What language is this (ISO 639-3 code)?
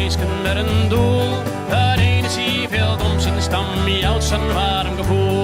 fry